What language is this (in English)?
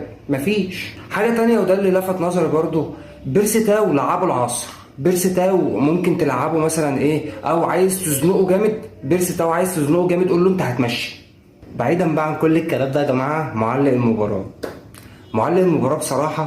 Egyptian Arabic